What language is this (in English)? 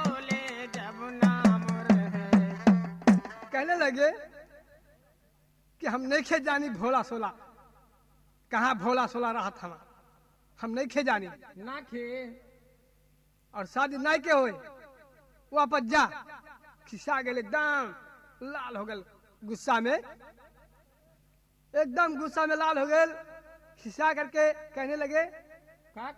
Bhojpuri